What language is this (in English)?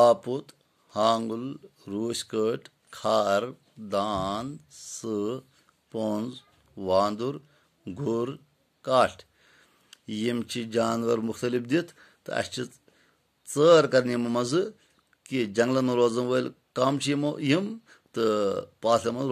Kashmiri